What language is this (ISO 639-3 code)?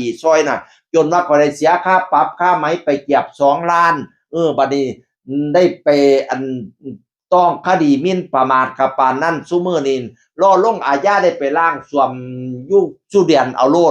tts